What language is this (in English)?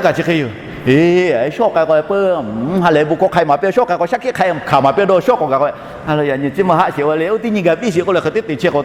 Lahu